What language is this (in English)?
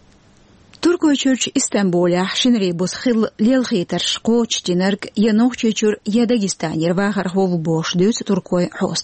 Chechen